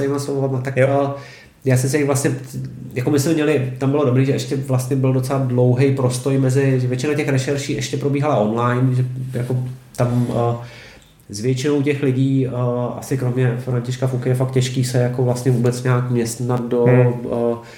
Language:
Czech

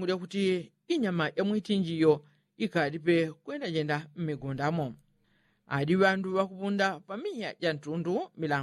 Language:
Yao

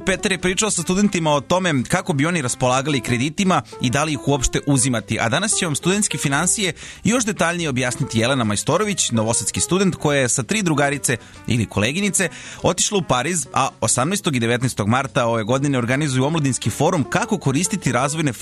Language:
Serbian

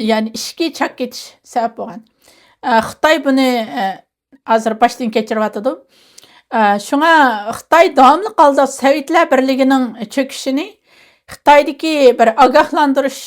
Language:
Uyghur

